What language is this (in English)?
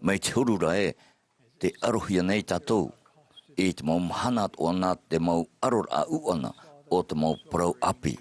Tahitian